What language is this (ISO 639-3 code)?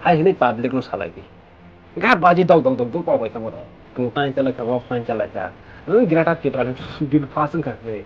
ria